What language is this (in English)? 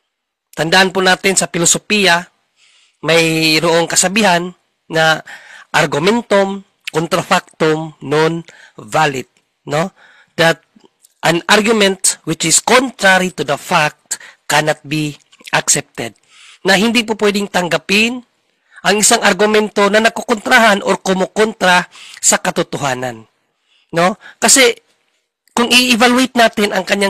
Filipino